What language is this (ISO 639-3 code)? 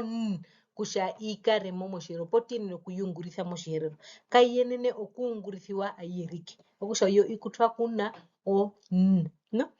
her